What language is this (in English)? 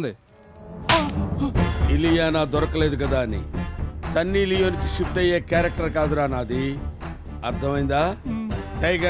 Telugu